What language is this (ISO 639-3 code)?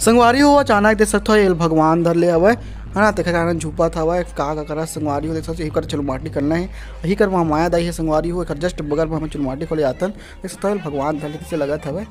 hne